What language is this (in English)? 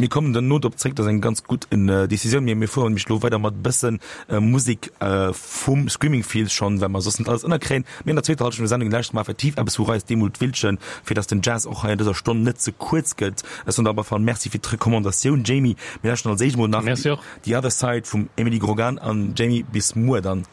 Luxembourgish